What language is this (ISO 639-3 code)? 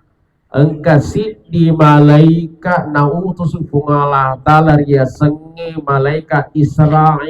bug